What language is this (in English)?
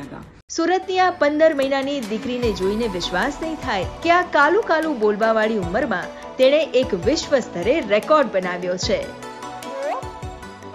Gujarati